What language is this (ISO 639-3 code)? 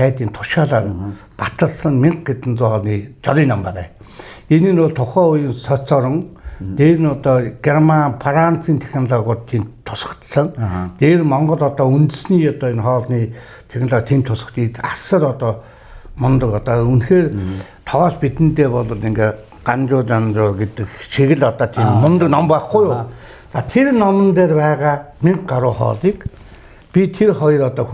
mon